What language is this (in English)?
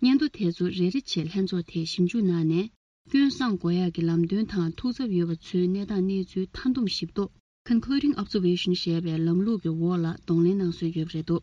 Tibetan